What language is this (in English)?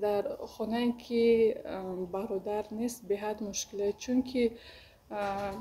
Tajik